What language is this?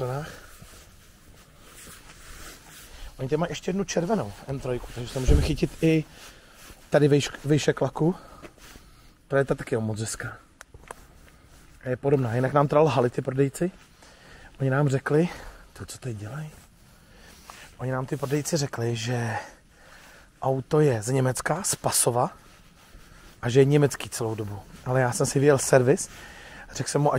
Czech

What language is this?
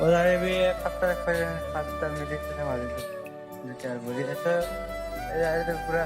Chhattisgarhi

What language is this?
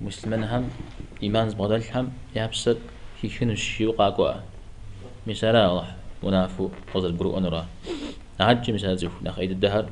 Kabardian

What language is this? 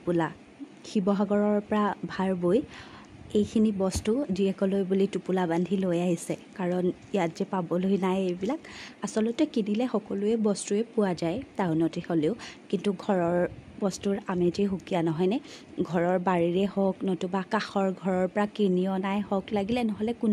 Assamese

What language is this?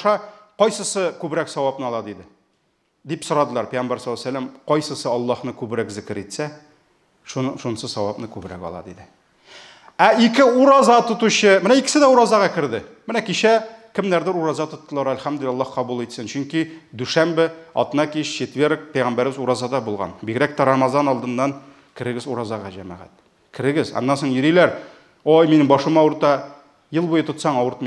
Tatar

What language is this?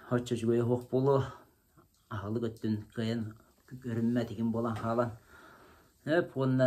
Yakut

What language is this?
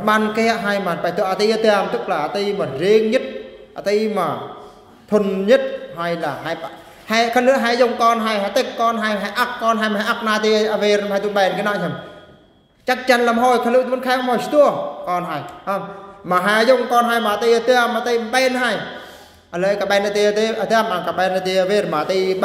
Eastern Bru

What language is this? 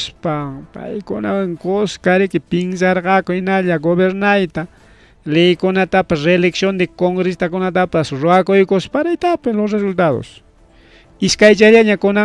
Ayacucho Quechua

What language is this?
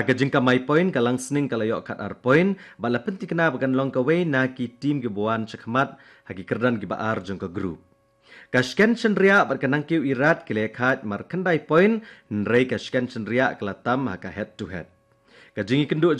Khasi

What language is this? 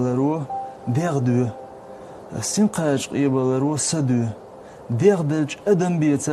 Chechen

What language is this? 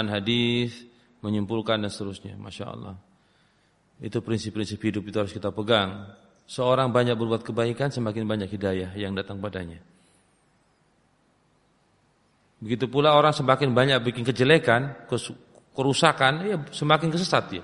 Indonesian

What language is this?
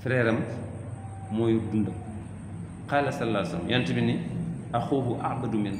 Wolof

